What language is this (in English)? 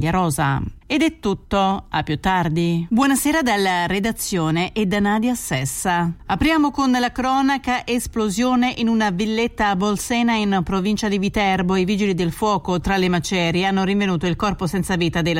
Italian